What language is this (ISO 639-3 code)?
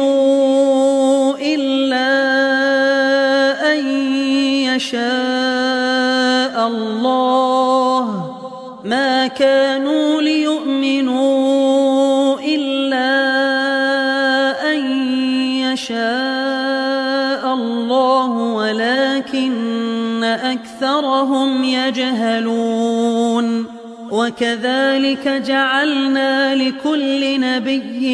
ara